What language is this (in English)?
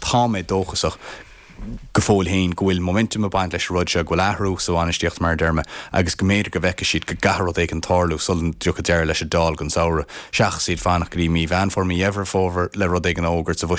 Irish